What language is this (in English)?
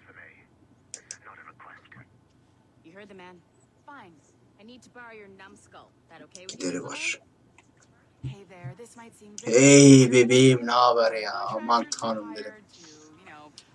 Turkish